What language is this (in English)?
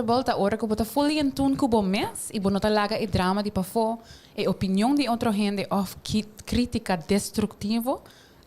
Papiamento